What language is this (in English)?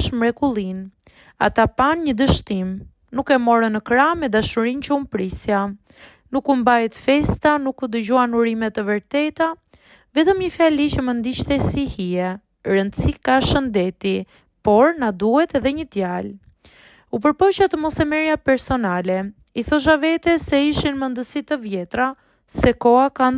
Albanian